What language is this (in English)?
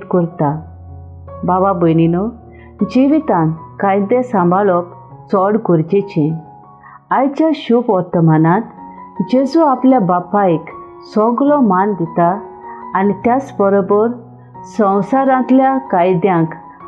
Konkani